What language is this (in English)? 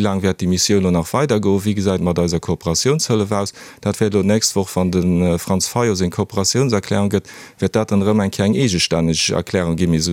Luxembourgish